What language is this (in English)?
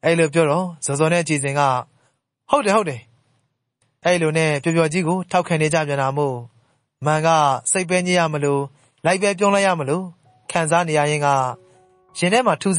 Burmese